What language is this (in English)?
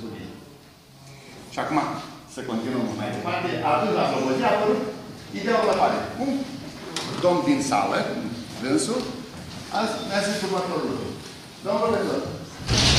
Romanian